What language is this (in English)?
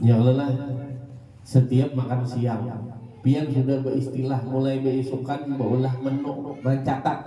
Banjar